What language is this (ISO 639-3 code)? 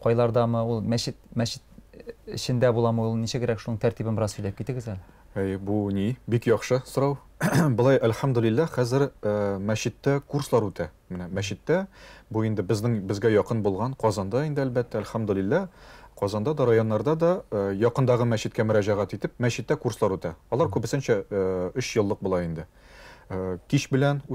tat